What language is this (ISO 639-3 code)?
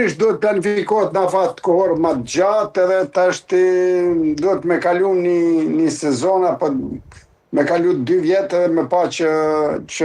sqi